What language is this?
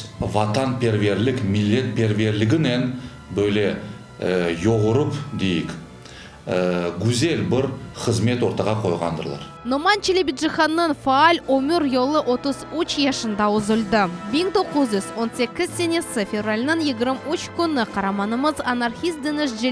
Crimean Tatar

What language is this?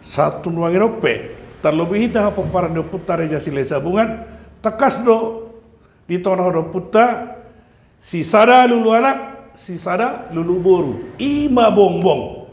Batak Toba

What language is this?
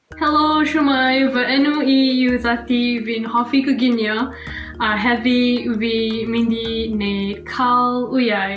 Welsh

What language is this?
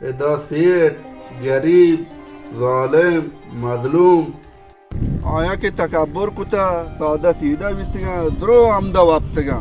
Baluchi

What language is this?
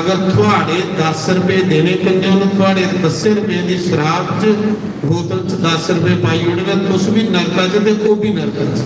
Dogri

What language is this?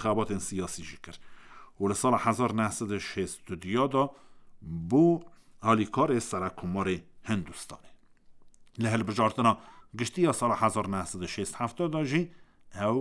Kurdish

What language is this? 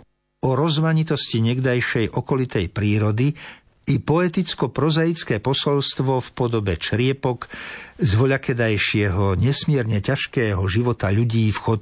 Slovak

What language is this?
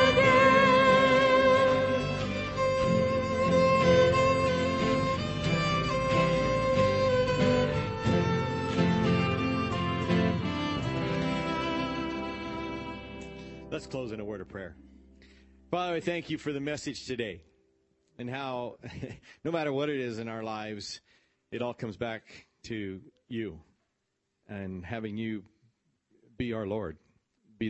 English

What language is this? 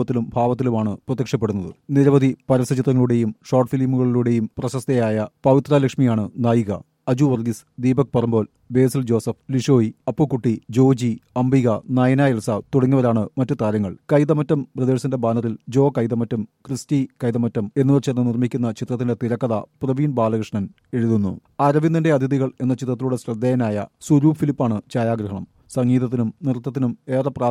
Malayalam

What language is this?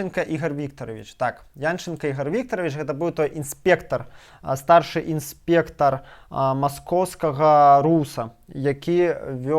Belarusian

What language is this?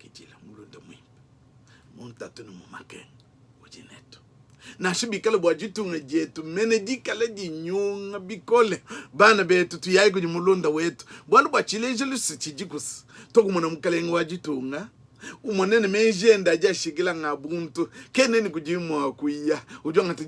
Luba-Lulua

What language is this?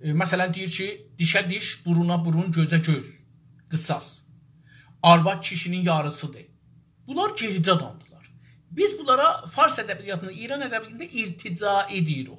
South Azerbaijani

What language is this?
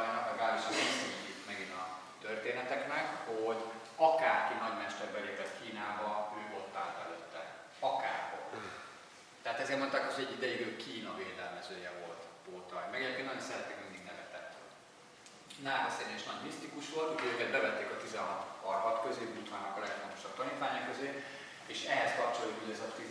Hungarian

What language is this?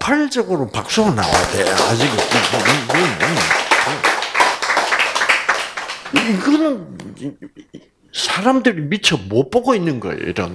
Korean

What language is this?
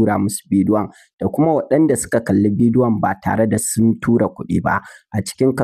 Hausa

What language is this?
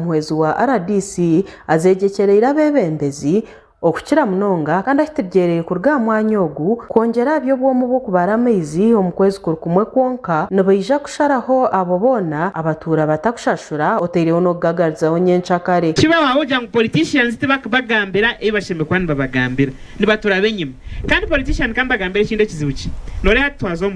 Nyankole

